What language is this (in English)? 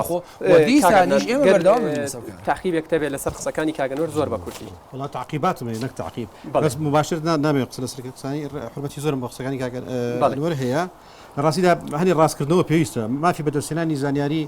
Central Kurdish